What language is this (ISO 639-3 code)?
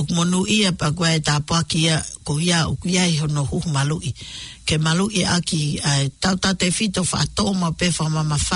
ton